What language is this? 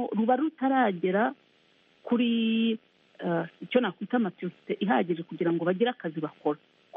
Kinyarwanda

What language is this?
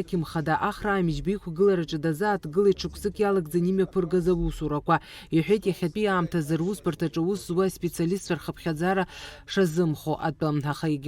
Abkhazian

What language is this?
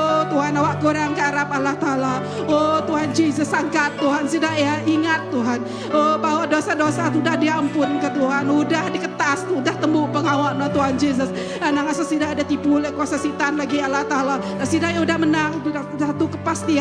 Iban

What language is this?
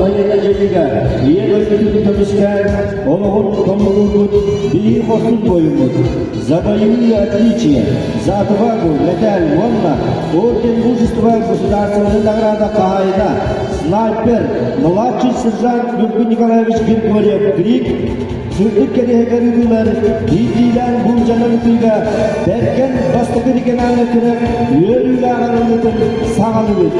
Yakut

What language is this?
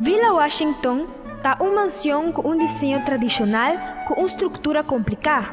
Papiamento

